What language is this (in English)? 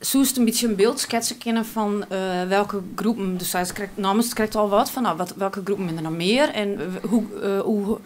Western Frisian